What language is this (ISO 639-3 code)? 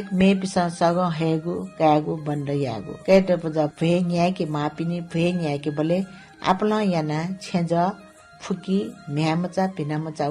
new